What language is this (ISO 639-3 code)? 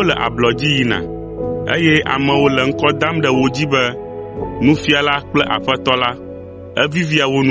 ewe